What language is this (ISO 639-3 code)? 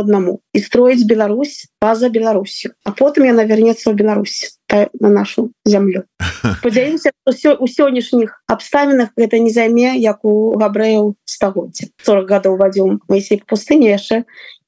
bel